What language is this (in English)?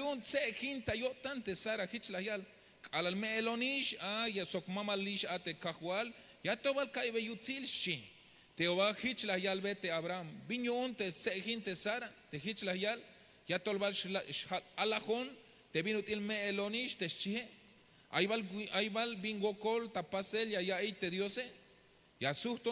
Tzeltal